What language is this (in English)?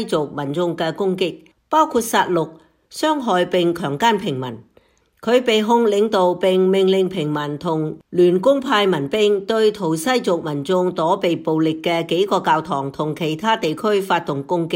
Cantonese